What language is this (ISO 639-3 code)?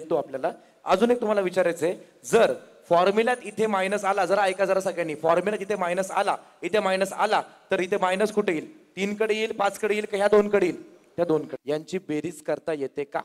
mar